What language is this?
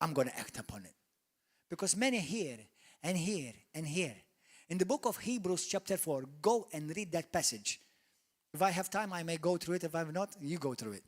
English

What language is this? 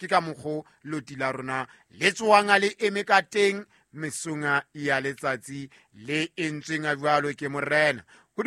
Southern Sotho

